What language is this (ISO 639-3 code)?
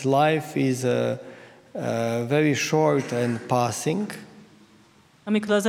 hun